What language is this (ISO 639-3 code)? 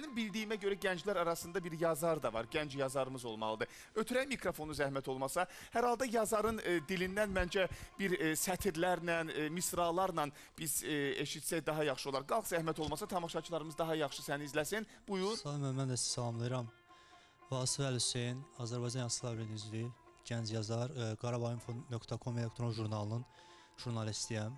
aze